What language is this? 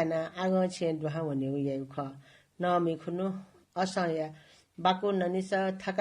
Newari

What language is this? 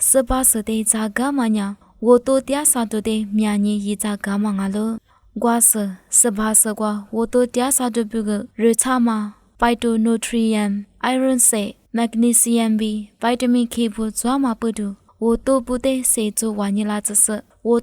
Lisu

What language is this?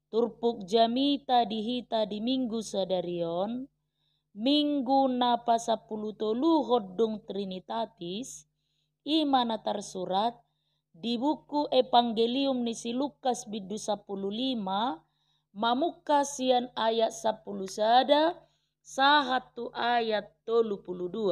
Batak Toba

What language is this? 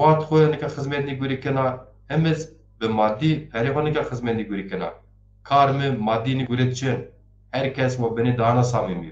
Zaza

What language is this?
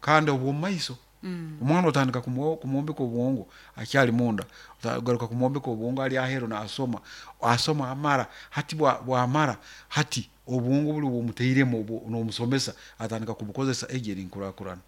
Nyoro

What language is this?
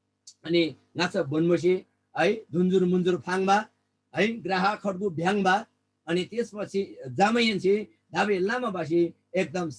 Eastern Tamang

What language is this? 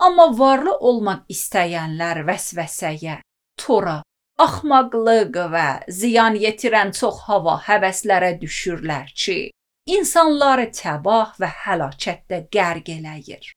Azerbaijani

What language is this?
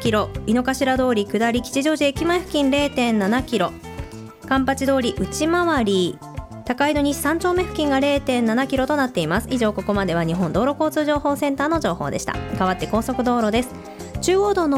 Japanese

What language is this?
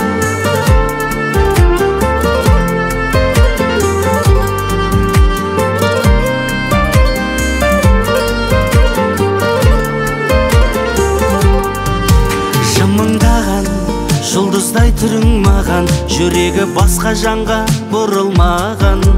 Kazakh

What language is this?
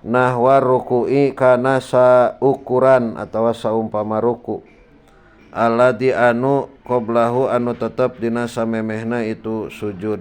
Sundanese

